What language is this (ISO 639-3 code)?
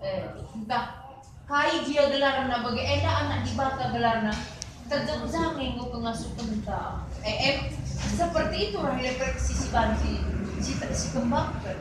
btx